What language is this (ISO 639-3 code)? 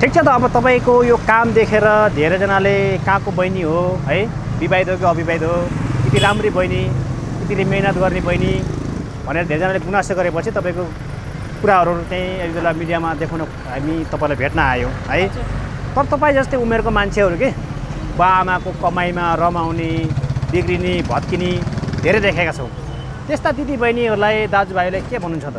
nep